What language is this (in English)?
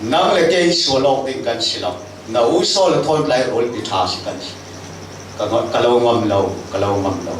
Falam Chin